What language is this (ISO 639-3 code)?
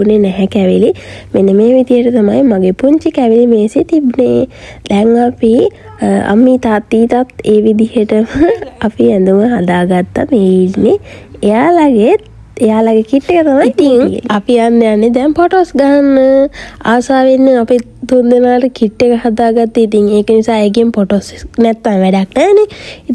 sin